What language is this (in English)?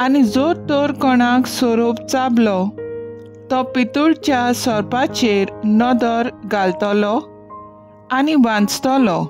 Konkani